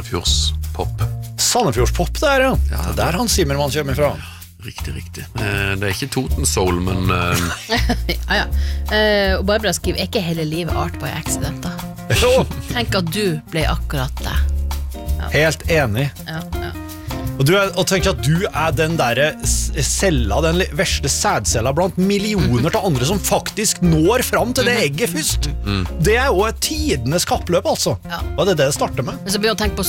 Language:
Norwegian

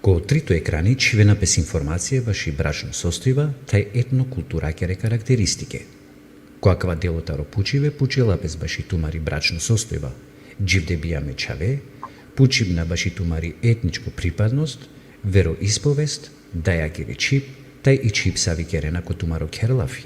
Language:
Balkan Romani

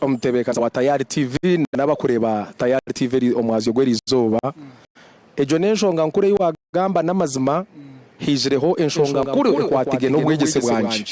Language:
Nyankole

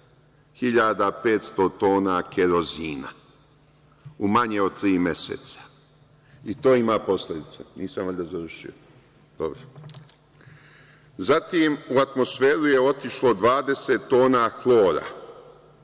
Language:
Serbian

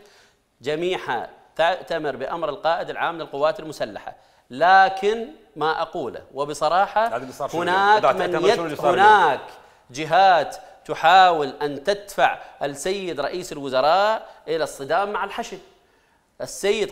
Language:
Mesopotamian Arabic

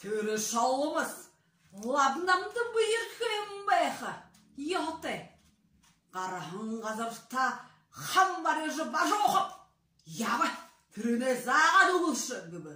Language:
Buriat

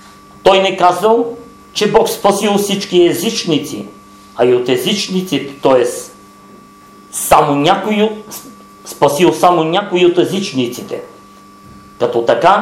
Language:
Bulgarian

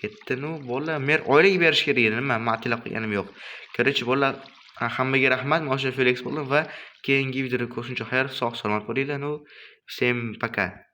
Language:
Uzbek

